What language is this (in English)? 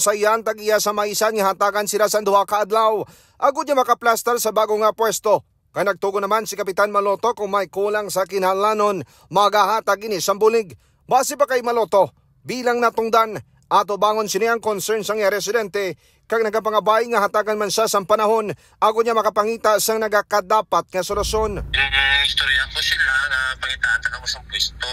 Hiligaynon